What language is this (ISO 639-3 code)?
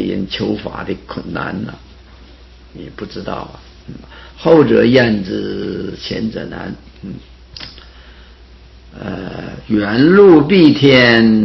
zho